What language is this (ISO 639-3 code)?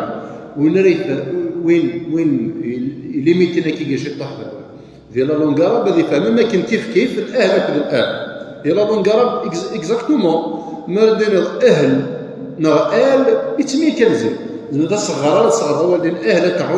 kab